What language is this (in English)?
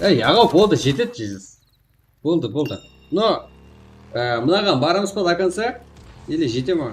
Kara-Kalpak